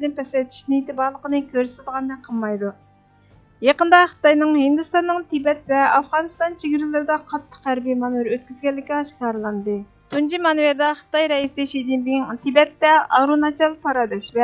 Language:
Uyghur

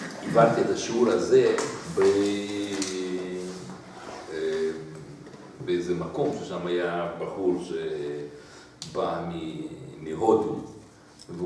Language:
Hebrew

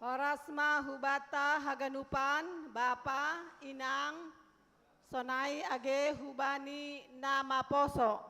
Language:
Batak Simalungun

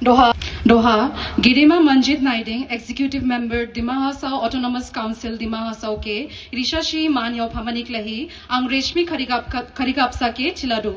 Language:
Dimasa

